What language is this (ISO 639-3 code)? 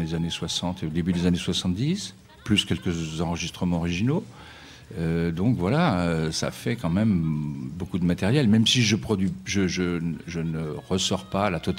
fra